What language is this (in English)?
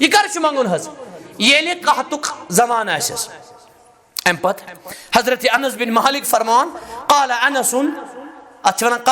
Kashmiri